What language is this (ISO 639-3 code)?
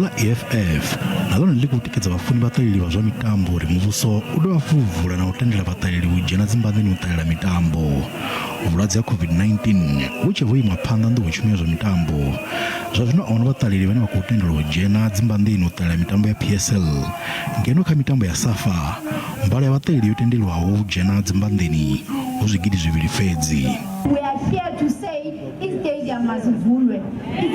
ven